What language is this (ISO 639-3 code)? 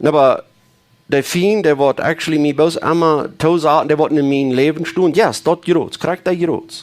pdt